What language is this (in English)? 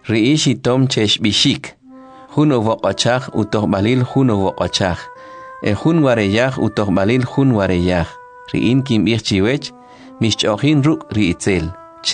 Kʼicheʼ